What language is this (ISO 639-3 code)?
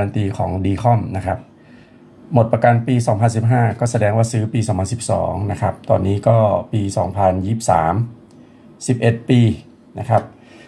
tha